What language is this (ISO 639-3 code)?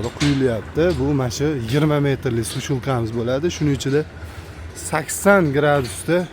uzb